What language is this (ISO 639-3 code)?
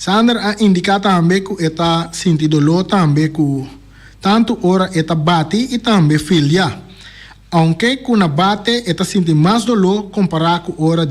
pap